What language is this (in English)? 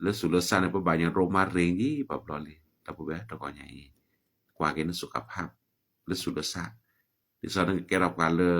S'gaw Karen